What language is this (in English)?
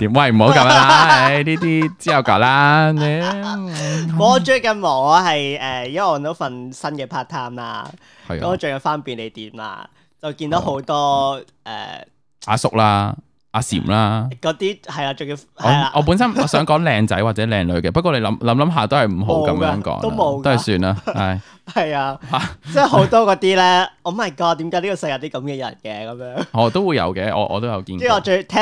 Cantonese